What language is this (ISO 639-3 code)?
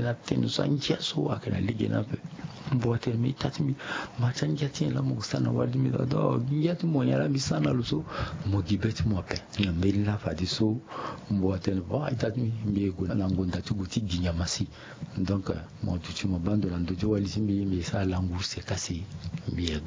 sag